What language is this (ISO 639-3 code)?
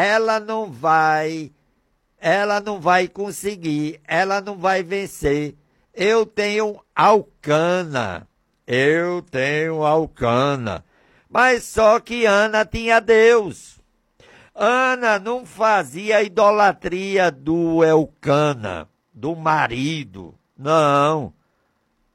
por